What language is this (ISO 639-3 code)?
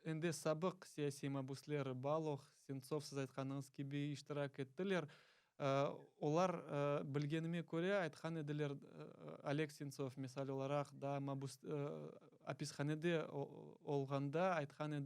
crh